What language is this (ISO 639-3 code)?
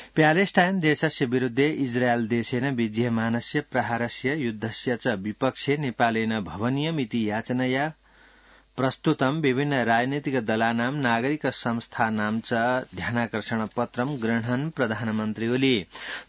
san